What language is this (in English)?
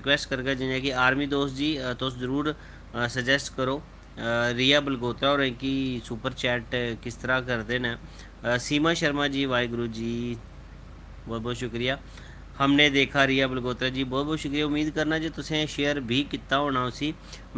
Dogri